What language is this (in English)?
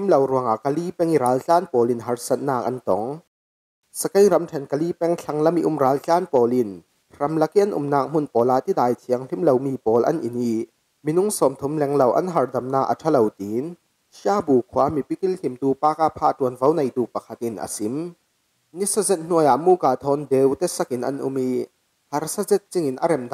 Falam Chin